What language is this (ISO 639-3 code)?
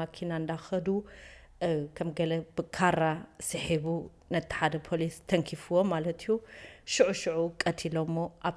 tir